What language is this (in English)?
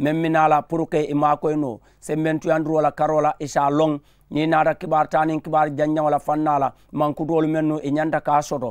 Mandingo